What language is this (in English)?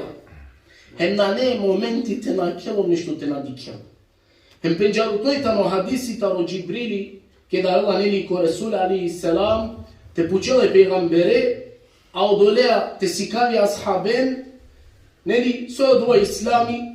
Balkan Romani